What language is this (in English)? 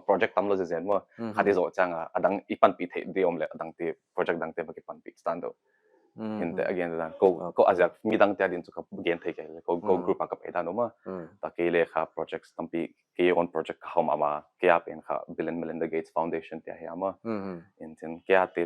Paite Chin